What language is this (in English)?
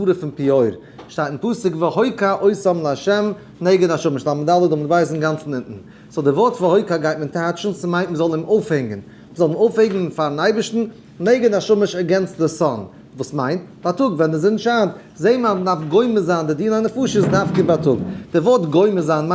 Yiddish